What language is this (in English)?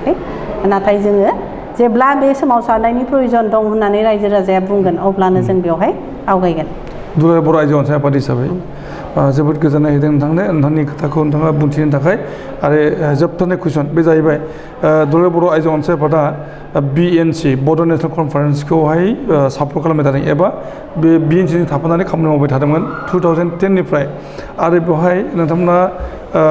Bodo